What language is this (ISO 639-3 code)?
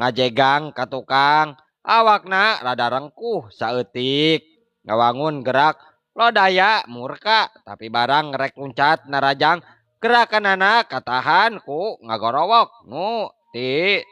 sun